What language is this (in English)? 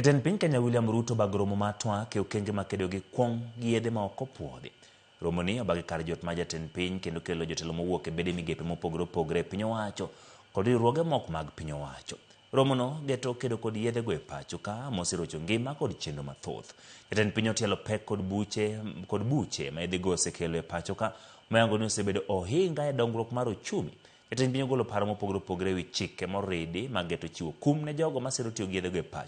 Luo (Kenya and Tanzania)